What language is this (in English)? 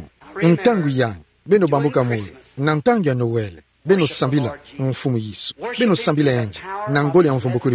Kituba (Democratic Republic of Congo)